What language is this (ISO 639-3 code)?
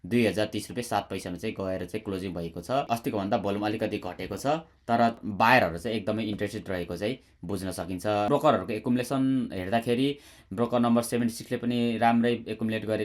nep